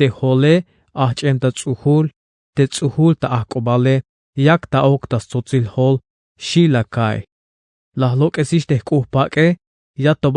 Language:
Tzeltal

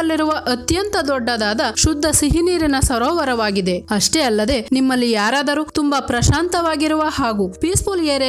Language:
Kannada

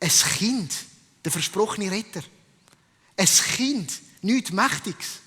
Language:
Swiss German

